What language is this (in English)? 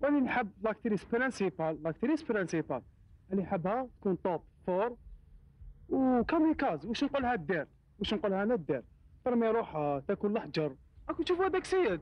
Algerian Arabic